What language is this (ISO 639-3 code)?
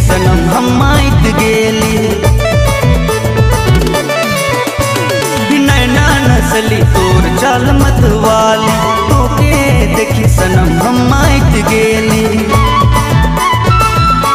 sck